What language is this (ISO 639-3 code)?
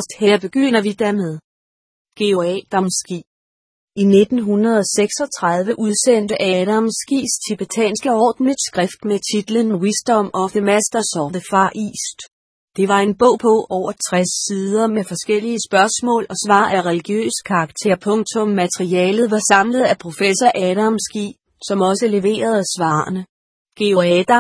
dan